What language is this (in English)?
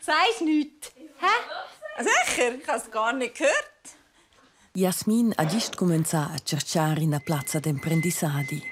Romansh